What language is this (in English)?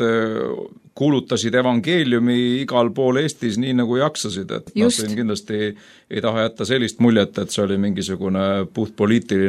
Estonian